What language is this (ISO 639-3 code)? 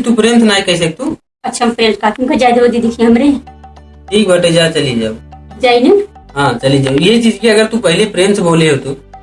awa